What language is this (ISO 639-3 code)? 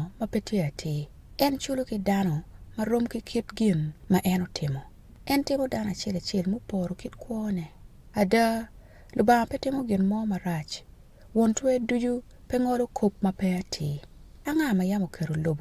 ach